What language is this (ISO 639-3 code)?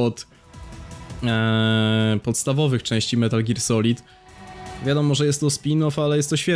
pol